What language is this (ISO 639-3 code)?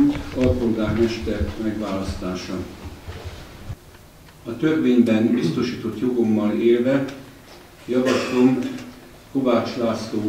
hun